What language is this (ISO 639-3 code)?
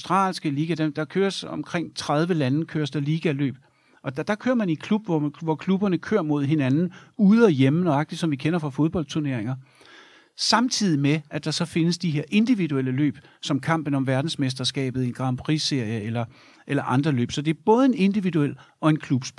dan